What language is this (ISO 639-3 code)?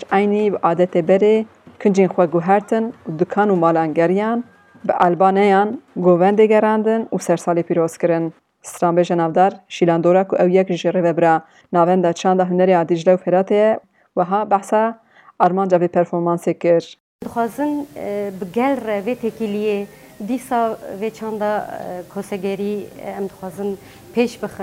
kur